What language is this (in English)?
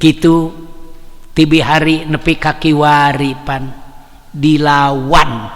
Sundanese